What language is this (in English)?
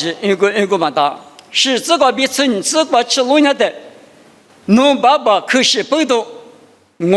Lisu